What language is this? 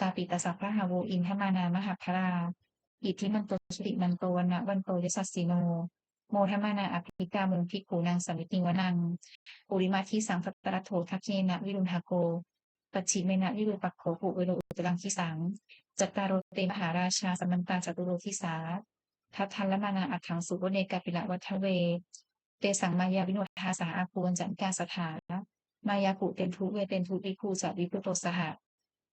Pali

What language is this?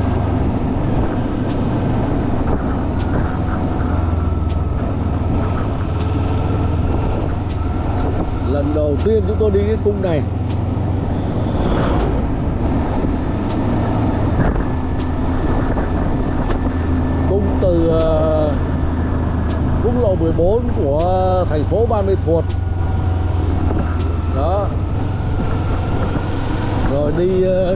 Vietnamese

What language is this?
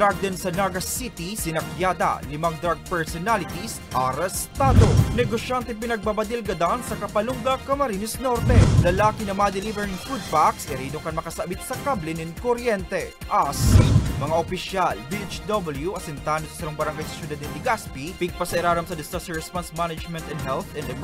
Bikol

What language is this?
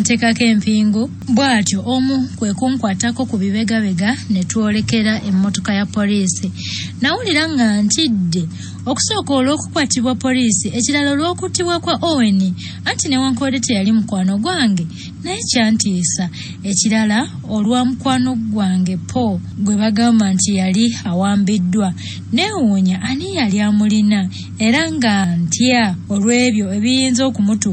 Ganda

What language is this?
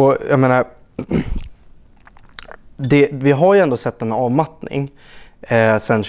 Swedish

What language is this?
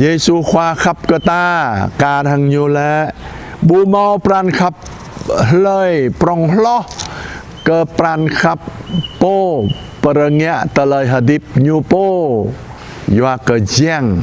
Jarai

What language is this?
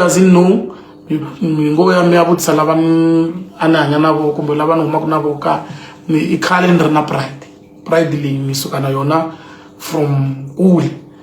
Tsonga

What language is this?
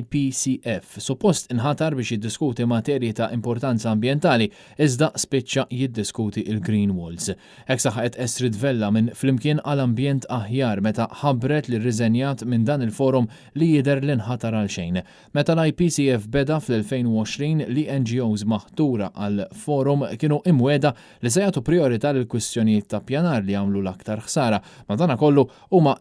Maltese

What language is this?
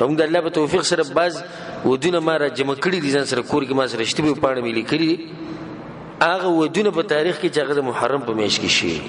Pashto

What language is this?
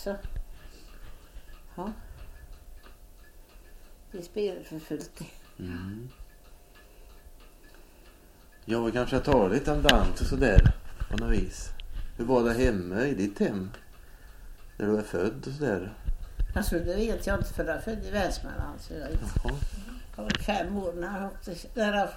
Swedish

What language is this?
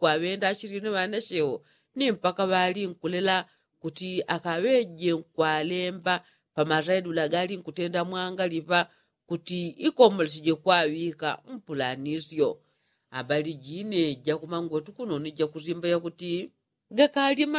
Yao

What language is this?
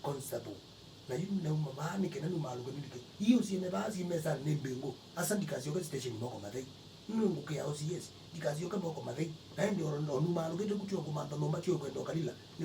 Kamba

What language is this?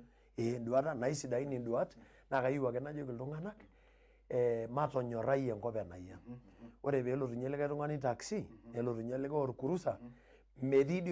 Masai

